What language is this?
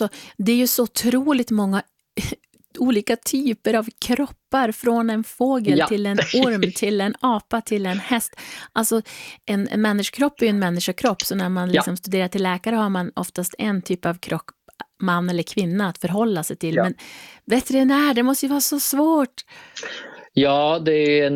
Swedish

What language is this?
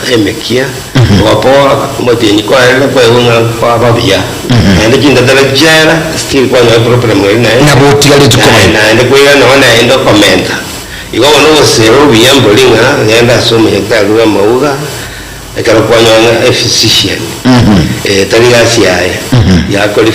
Gusii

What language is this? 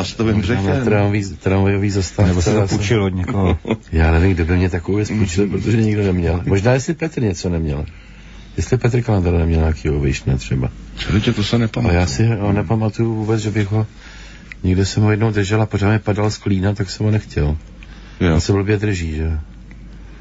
Czech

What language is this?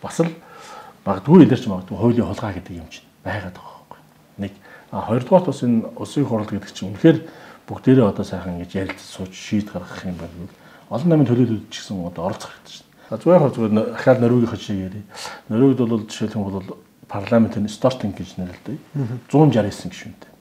Mongolian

